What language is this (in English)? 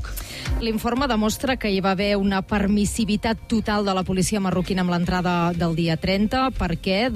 Catalan